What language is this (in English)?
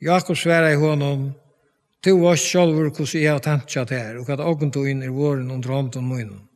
Faroese